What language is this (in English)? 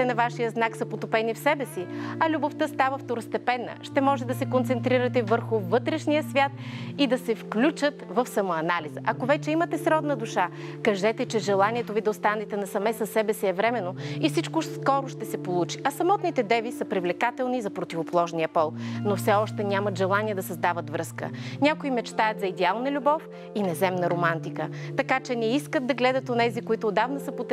Bulgarian